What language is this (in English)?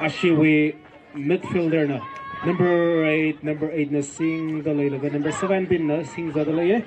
Tangkhul Naga (India)